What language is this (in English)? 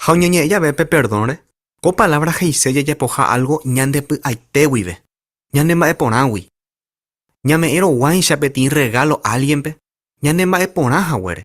Guarani